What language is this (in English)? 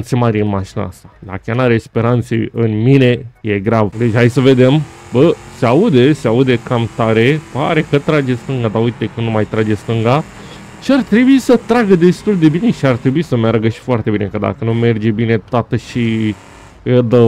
Romanian